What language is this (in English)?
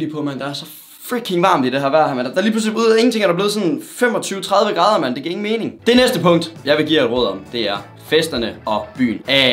Danish